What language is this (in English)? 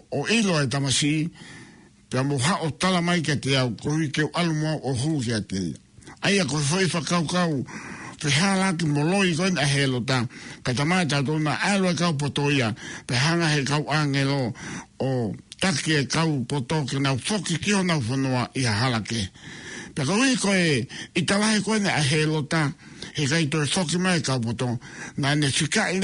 Tongan